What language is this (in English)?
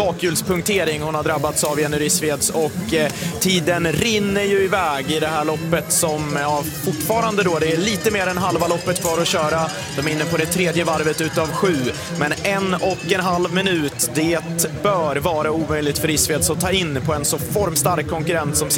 Swedish